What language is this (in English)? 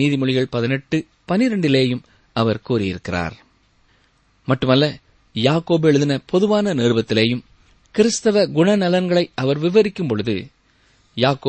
Tamil